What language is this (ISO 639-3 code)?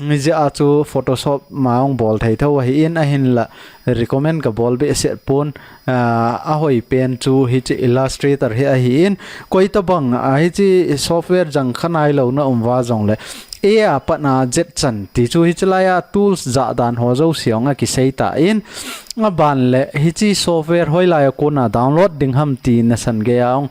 tcz